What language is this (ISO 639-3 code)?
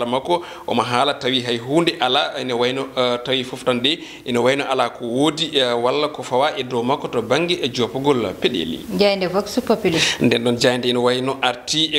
ful